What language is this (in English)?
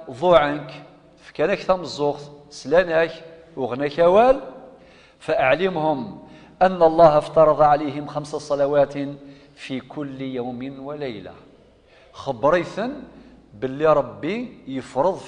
Kabyle